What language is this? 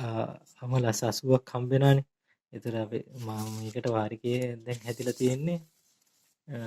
Sinhala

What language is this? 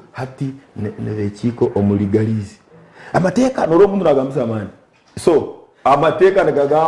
Nyankole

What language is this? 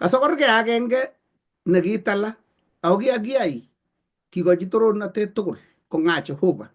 Kalenjin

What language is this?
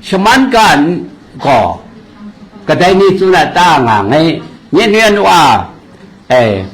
Kachin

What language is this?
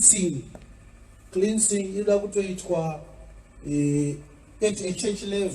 Shona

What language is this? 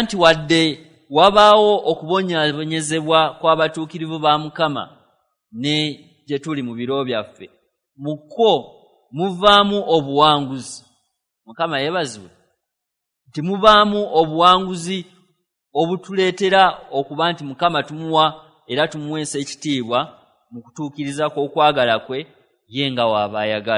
Ganda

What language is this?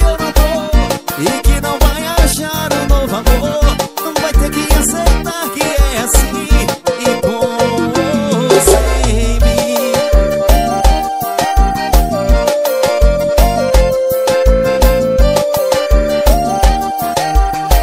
Portuguese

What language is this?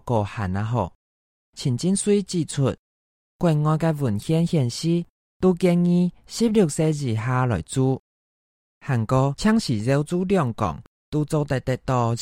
Hakka Chinese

